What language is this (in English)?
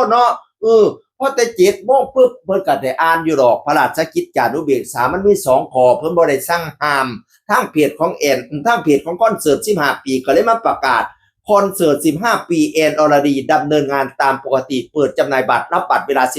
Northeastern Thai